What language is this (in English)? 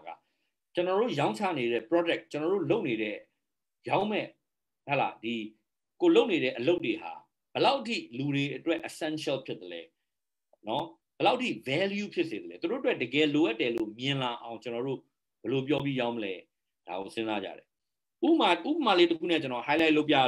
Burmese